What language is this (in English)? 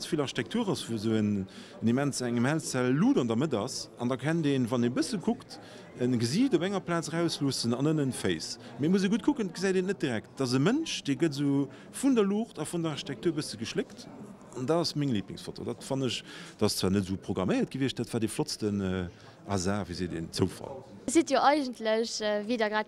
Luxembourgish